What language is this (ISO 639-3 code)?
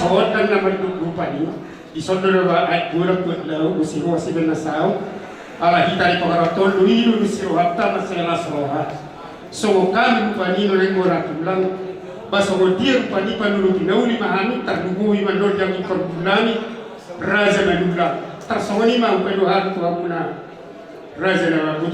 bbc